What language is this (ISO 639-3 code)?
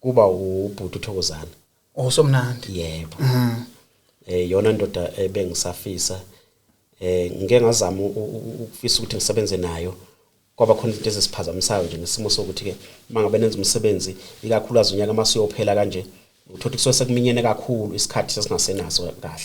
zul